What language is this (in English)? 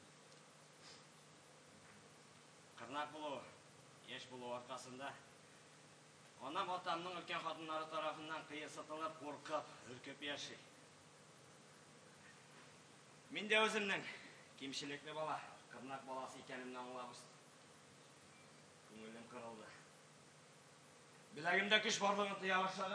Tatar